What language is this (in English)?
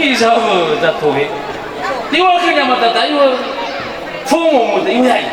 Nias